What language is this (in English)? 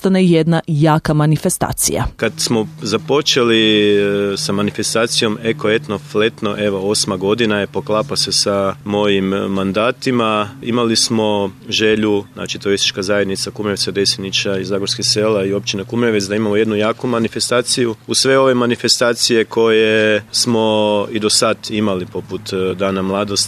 Croatian